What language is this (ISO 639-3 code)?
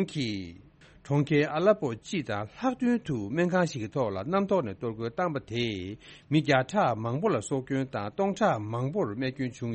bod